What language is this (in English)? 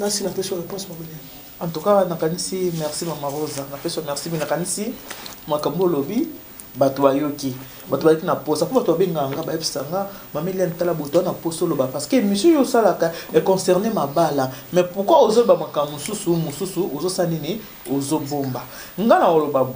Lingala